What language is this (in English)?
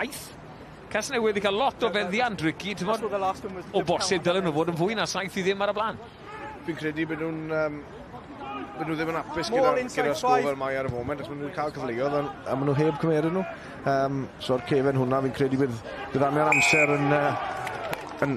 Welsh